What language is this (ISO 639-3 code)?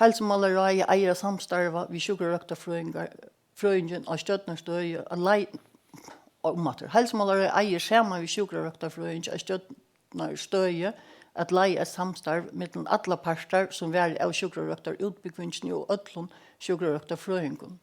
fao